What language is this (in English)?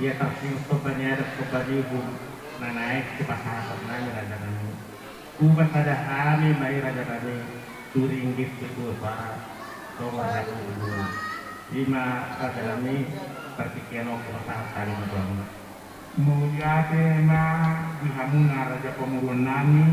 Batak Toba